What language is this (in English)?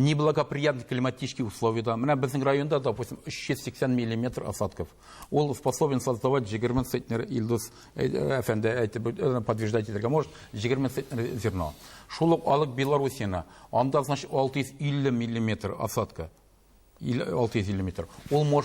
Tatar